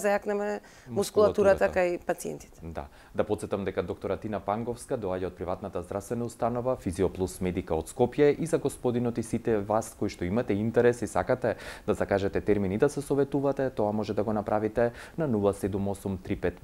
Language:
Macedonian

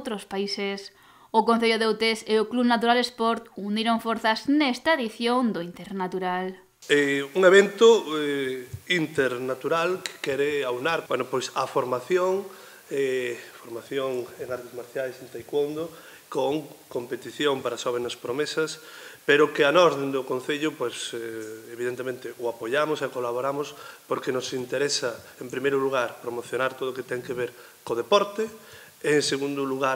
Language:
Galician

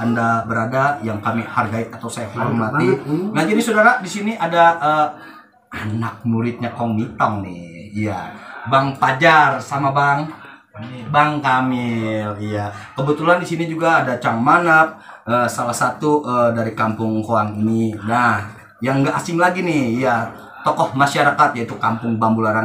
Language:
Betawi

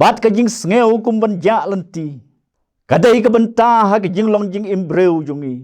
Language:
Khasi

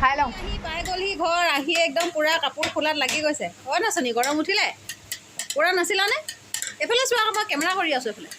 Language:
Assamese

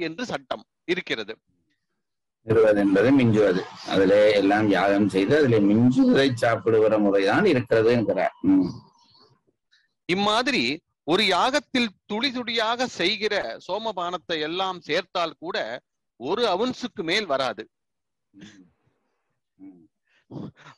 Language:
Tamil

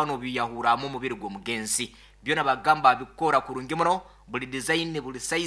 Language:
Nyankole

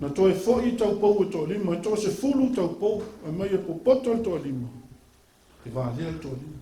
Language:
Samoan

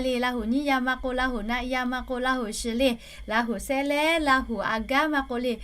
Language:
Lahu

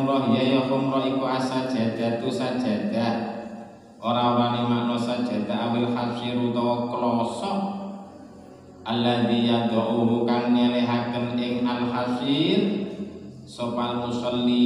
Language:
Javanese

